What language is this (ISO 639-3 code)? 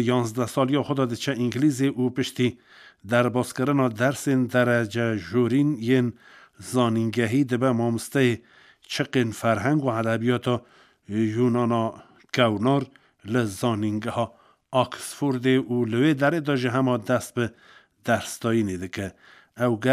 kur